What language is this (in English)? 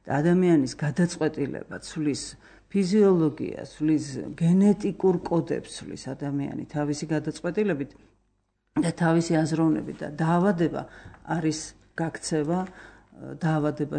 Georgian